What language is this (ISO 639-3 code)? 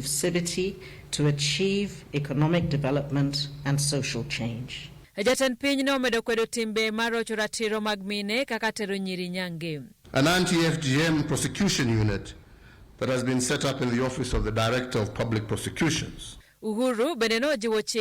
luo